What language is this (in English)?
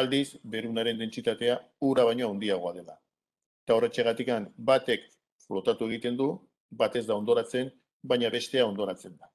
Basque